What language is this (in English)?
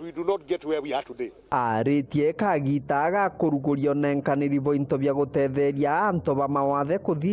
Meru